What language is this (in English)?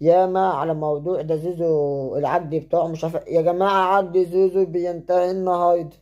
Egyptian Arabic